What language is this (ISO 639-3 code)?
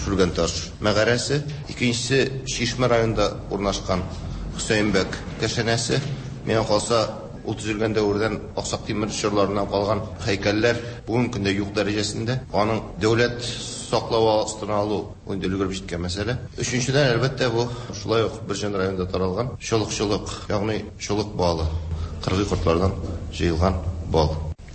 tat